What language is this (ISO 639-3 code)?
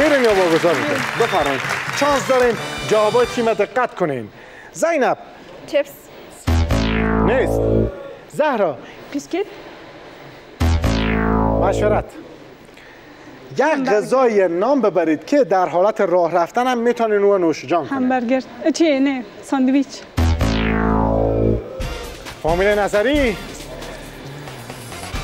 fas